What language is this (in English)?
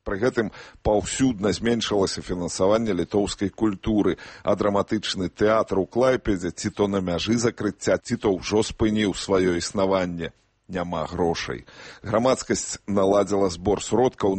Belarusian